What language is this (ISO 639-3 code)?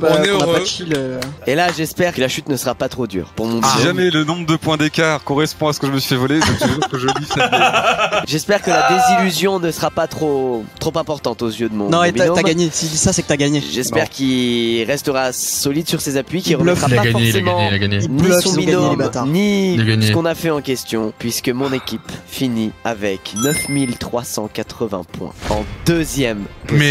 fra